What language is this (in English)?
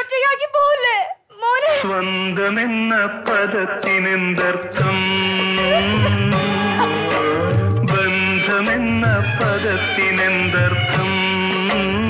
Malayalam